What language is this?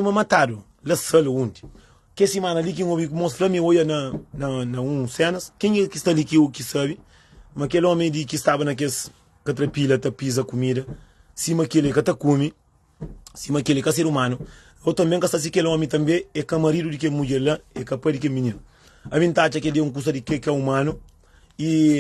Kabuverdianu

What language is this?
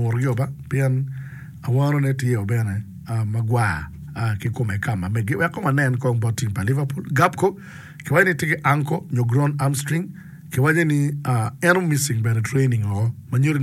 Acoli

